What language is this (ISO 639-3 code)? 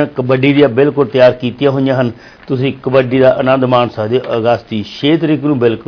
pan